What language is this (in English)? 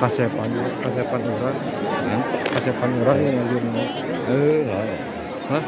Sundanese